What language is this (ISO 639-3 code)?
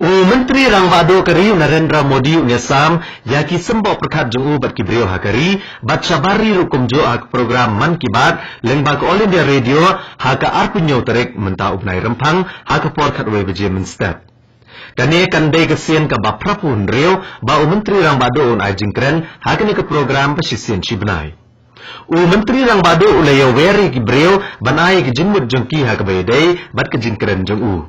kha